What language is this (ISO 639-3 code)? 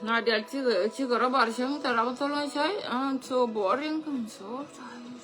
nus